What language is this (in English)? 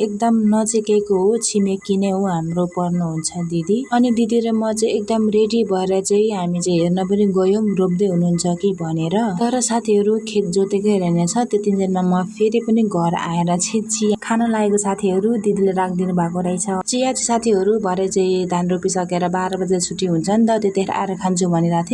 Nepali